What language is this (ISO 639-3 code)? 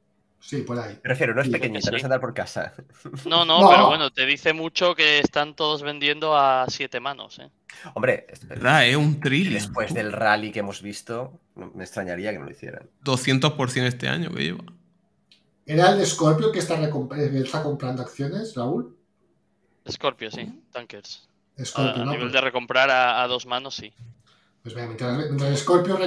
spa